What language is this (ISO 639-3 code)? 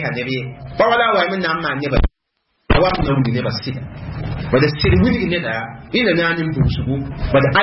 mos